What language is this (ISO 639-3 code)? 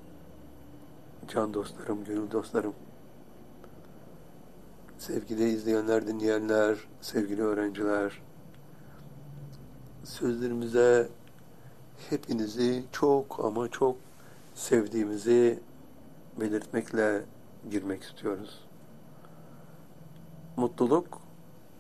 tur